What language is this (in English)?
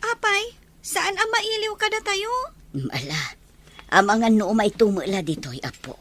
Iloko